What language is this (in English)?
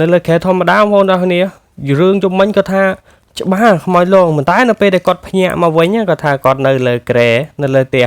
Khmer